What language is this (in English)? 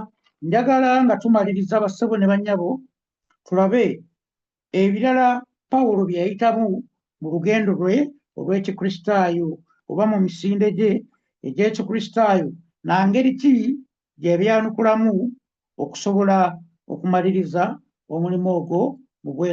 Ganda